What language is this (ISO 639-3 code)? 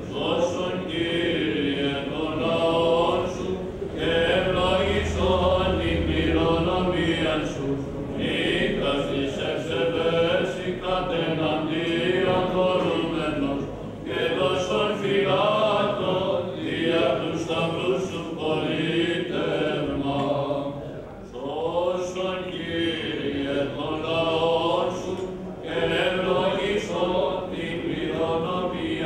ell